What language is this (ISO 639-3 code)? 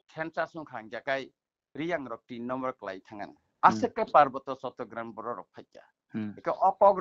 trp